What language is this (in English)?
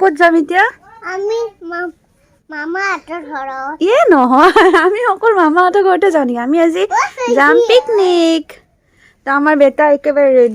Assamese